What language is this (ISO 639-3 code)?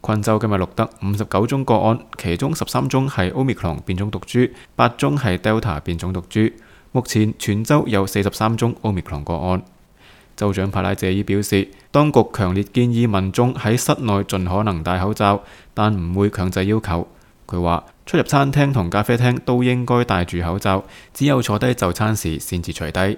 yue